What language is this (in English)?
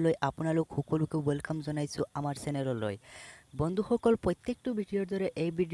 Assamese